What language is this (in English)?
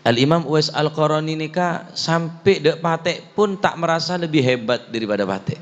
Madurese